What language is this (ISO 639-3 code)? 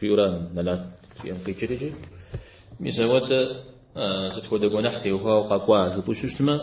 kbd